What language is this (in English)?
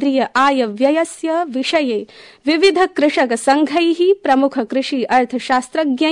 Sanskrit